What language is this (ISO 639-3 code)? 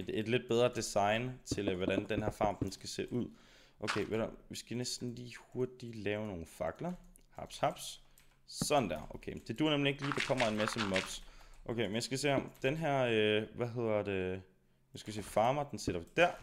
dan